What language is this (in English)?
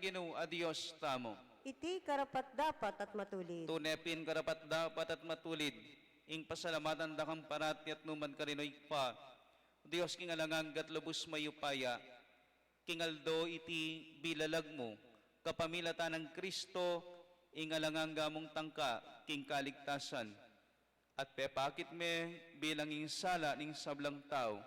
Pampanga